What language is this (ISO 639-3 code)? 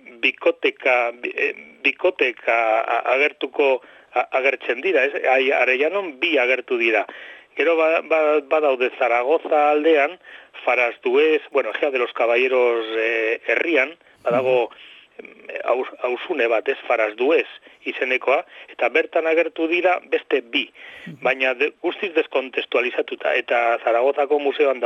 eus